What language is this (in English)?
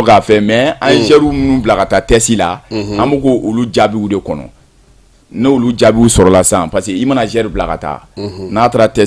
Bambara